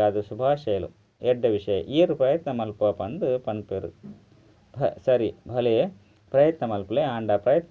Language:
Tulu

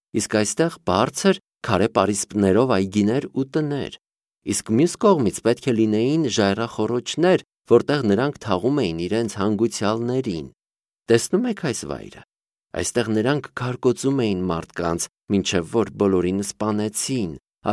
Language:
Armenian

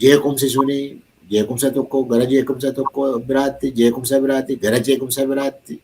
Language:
Oromo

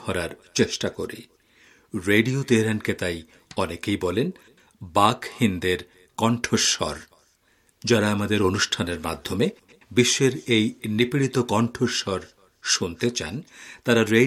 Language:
Bangla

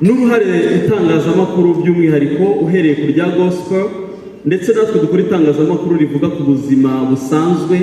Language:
Kinyarwanda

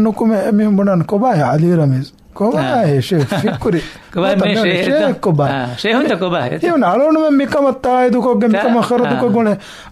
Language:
Divehi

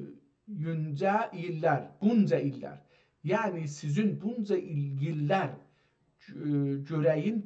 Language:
South Azerbaijani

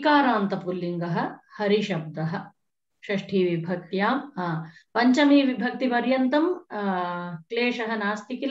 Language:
Sanskrit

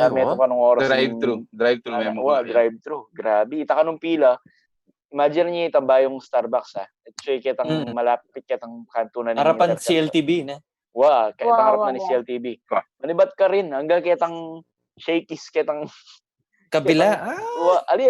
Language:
Pampanga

